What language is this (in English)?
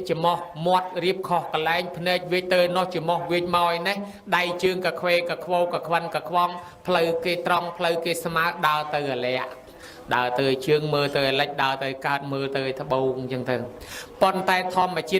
Khmer